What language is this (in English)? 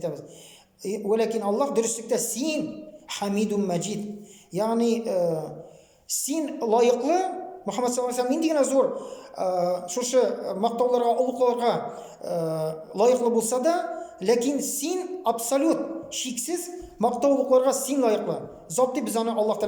Tatar